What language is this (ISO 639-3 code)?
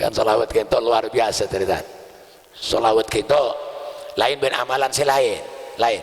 mad